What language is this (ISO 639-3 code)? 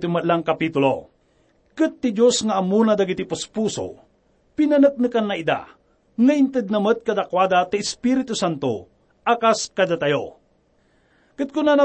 ilo